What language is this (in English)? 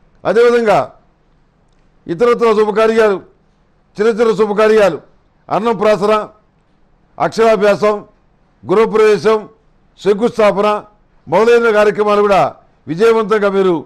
Telugu